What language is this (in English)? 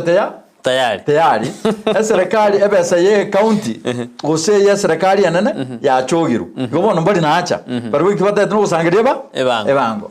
Gusii